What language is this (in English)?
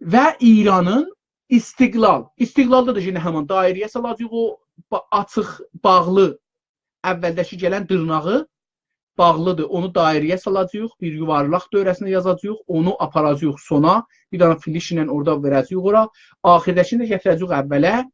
South Azerbaijani